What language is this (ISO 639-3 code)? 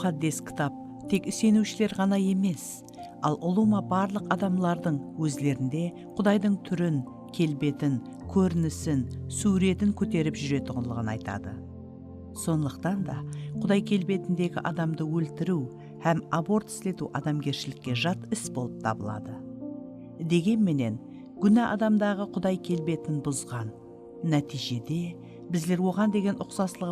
kaa